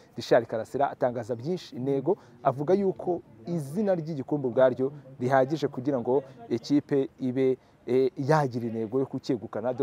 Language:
Kinyarwanda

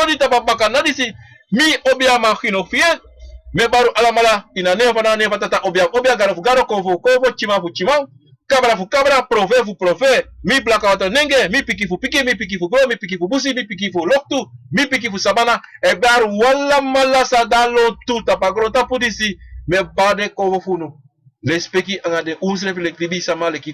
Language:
Sranan Tongo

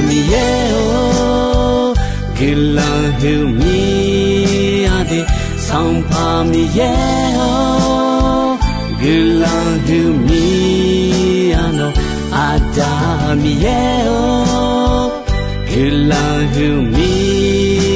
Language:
Akha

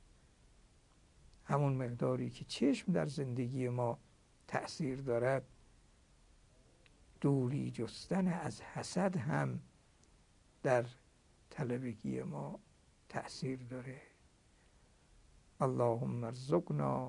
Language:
Persian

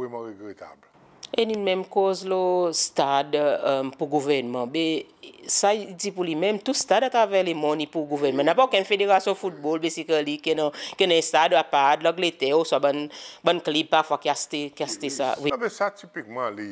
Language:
Seselwa Creole French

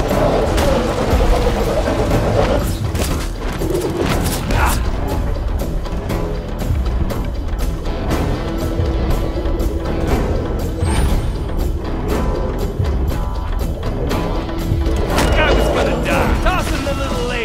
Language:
English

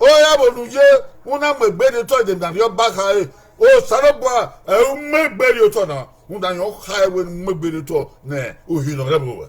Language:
Bini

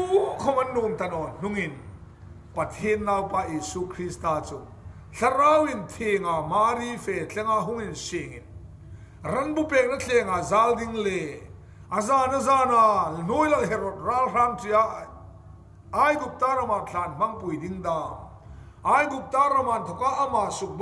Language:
Hmar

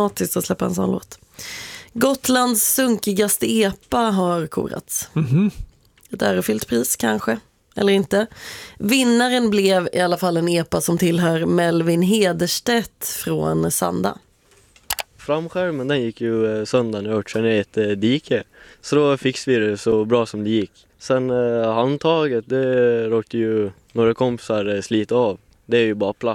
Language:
Swedish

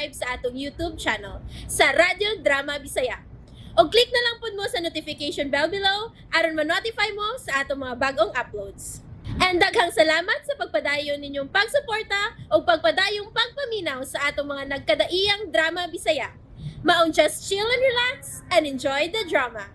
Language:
Cebuano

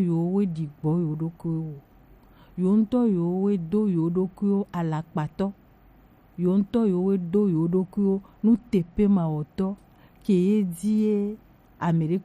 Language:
Gen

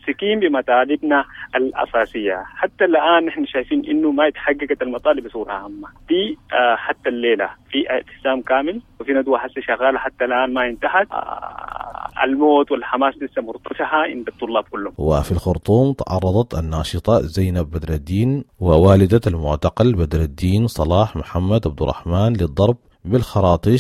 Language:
Sudanese Arabic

